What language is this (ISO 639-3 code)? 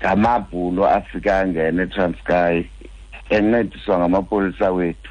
xho